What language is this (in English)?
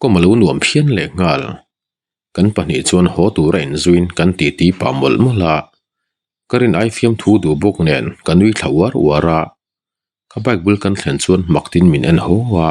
Mizo